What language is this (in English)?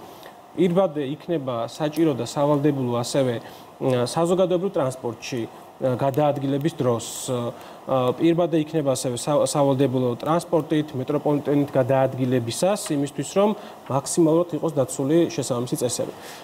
Georgian